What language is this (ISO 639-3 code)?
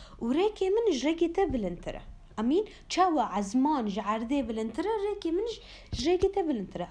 kur